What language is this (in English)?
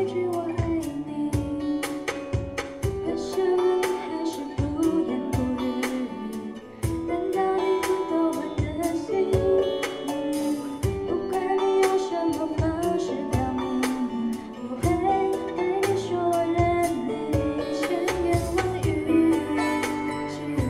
Chinese